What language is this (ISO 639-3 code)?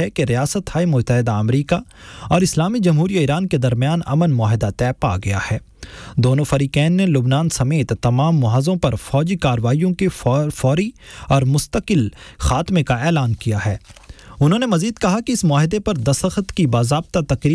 urd